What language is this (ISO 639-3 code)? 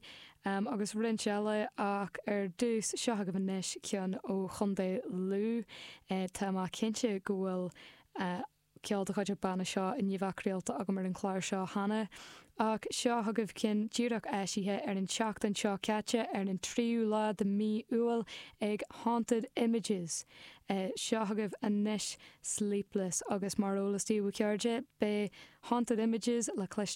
gle